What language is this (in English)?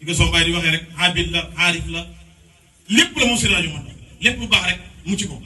Wolof